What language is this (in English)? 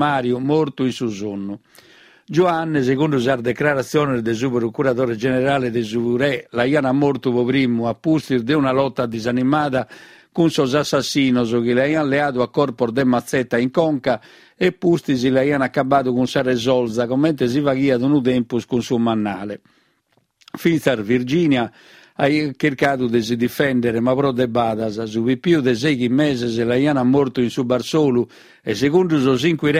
Sardinian